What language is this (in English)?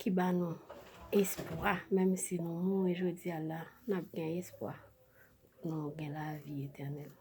Haitian Creole